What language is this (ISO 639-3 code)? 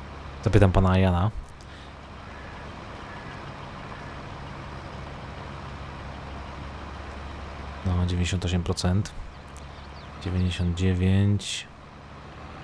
pol